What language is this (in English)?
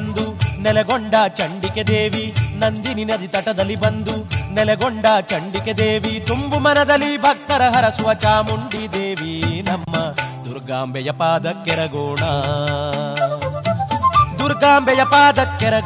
Kannada